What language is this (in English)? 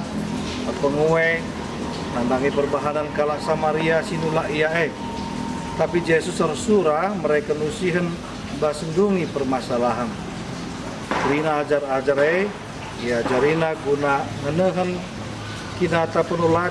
Batak Karo